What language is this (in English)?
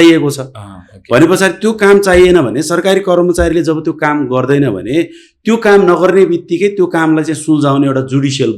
Nepali